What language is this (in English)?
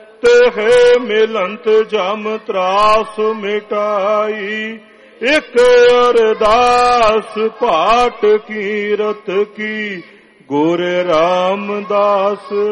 Punjabi